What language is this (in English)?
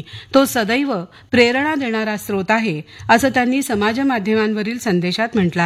Marathi